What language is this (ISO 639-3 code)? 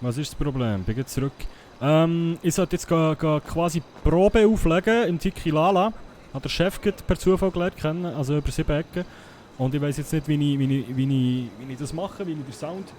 gsw